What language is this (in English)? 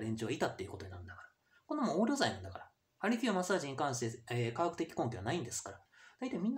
Japanese